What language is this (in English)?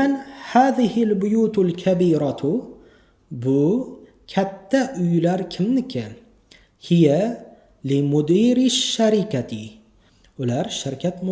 Uzbek